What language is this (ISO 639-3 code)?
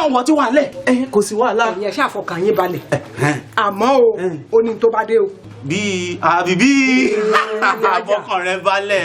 yor